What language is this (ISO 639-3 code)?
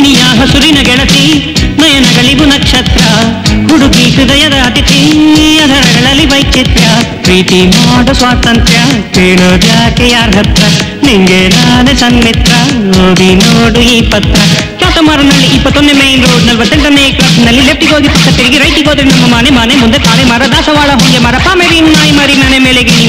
kan